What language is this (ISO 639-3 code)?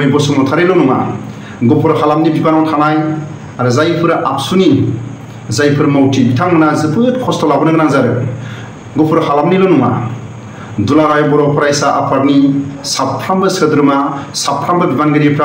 brx